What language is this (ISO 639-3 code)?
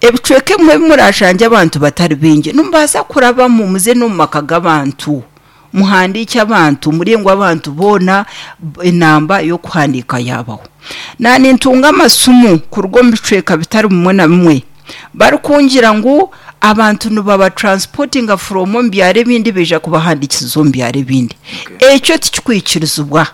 nyn